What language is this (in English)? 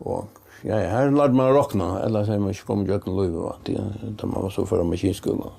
Faroese